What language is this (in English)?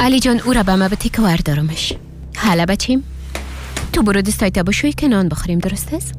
Persian